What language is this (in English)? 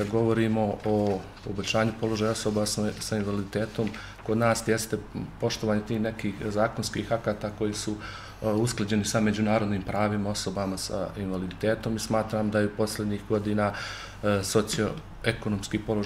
Bosnian